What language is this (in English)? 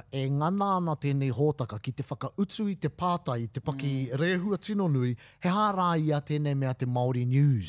Māori